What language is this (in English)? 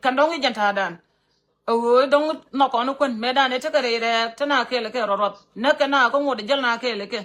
Nuer